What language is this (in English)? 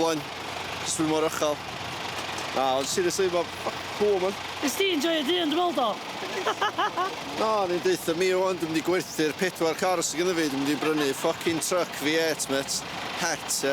Welsh